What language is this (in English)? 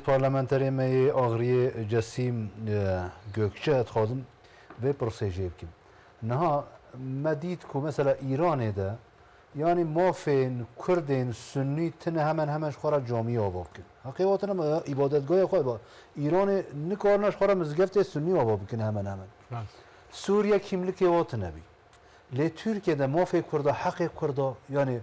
Zaza